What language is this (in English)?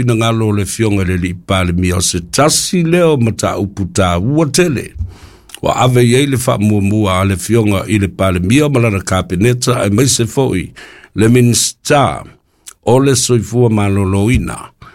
Samoan